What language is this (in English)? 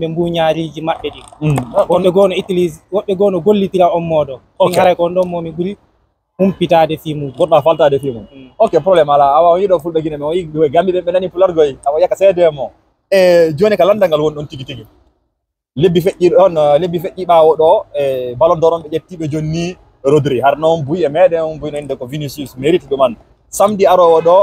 Fula